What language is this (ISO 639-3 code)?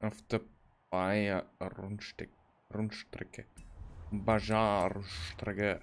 bar